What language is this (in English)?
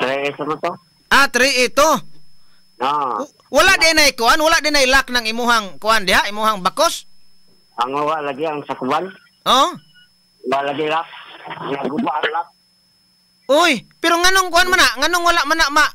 Cebuano